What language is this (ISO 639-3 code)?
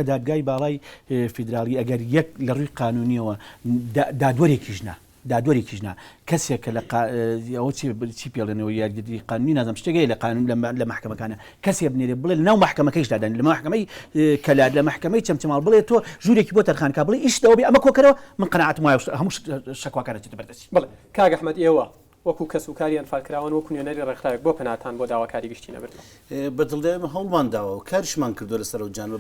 ckb